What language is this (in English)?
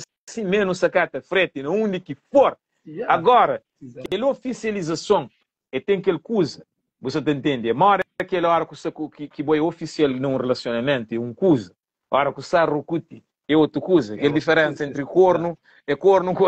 Kabuverdianu